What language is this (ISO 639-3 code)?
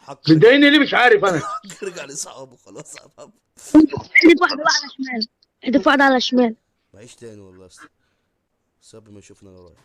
arz